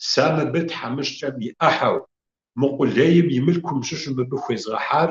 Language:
Kabardian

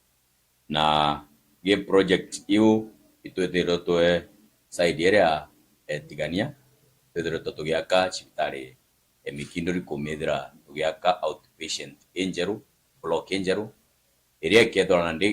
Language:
Meru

